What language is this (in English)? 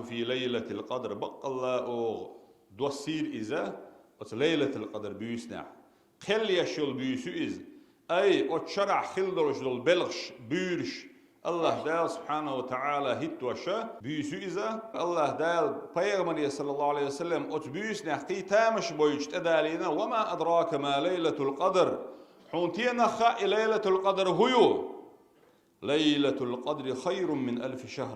Chechen